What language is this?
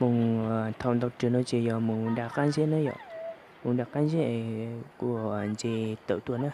Hmong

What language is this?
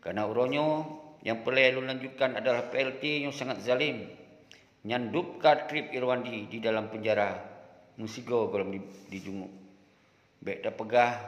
Achinese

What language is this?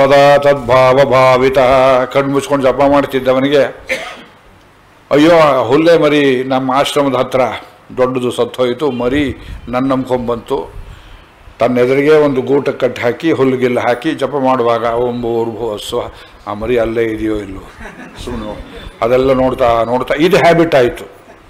Kannada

